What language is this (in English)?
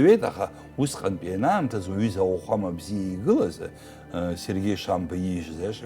Abkhazian